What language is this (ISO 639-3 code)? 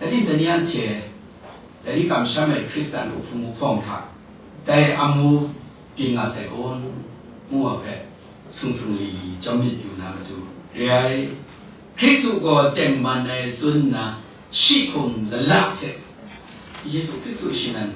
kac